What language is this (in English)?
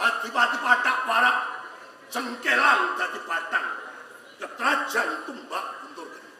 Javanese